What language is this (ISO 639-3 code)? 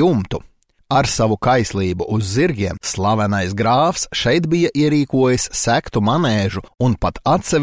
lav